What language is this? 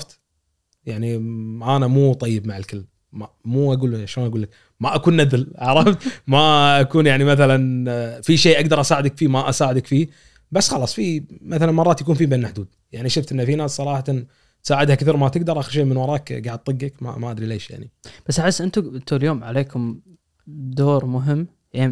Gulf Arabic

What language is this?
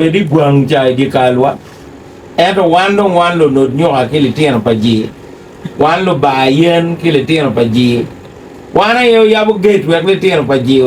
Acoli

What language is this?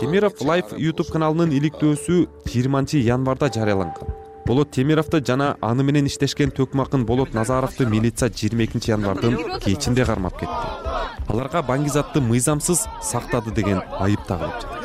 Kyrgyz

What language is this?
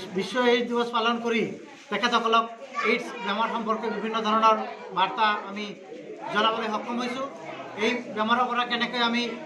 Assamese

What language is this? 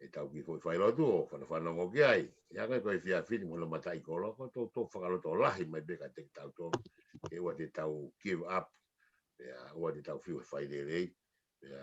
Tongan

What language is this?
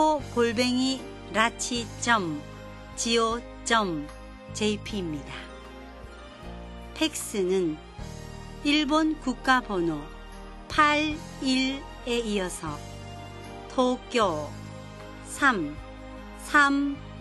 Korean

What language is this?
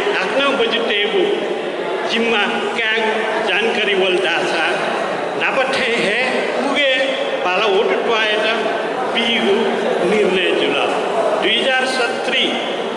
Newari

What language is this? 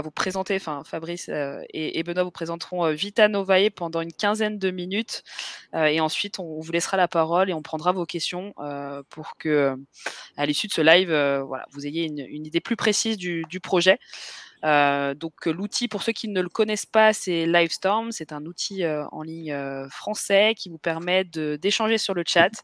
French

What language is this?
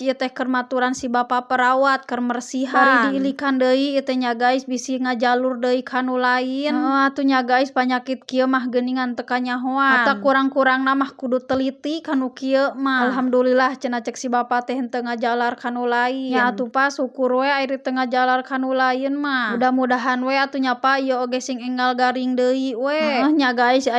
Sundanese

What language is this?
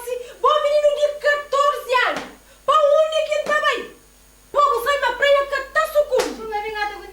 Kabuverdianu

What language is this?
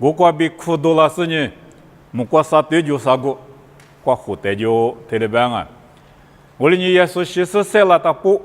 Lisu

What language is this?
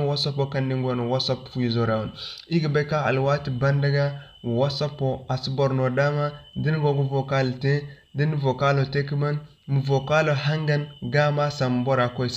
Zarma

